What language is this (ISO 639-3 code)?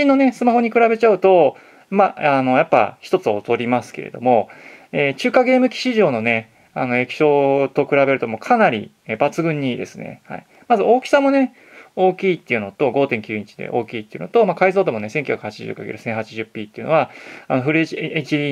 jpn